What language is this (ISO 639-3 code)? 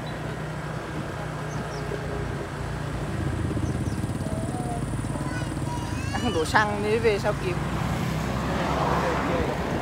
vie